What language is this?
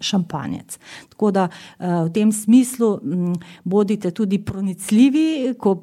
Slovenian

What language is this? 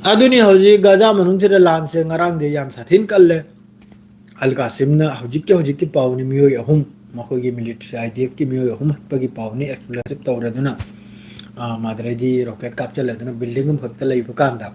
Manipuri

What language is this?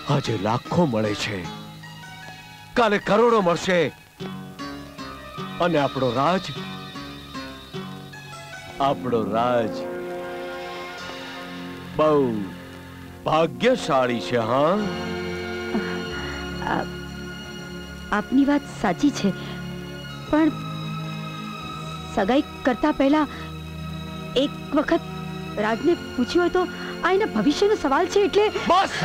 Gujarati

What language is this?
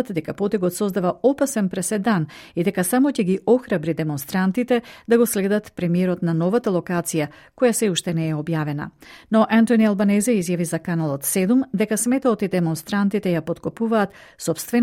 Macedonian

